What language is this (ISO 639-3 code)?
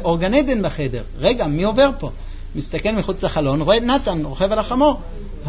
heb